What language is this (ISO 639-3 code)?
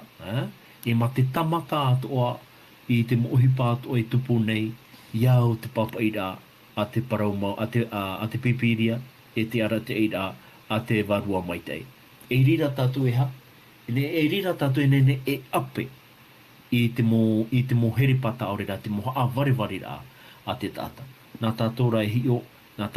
tah